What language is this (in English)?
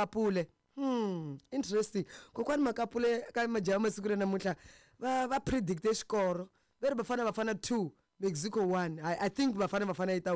Tsonga